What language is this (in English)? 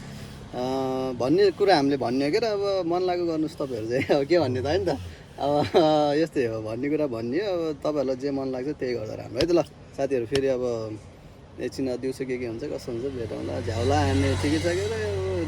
Nepali